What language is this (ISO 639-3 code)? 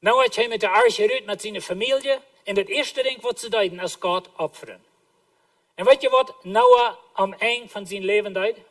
pdt